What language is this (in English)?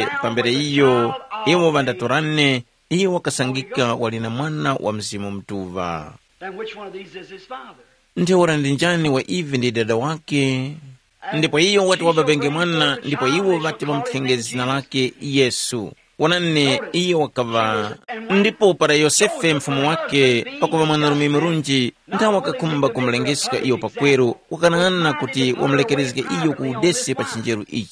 Tumbuka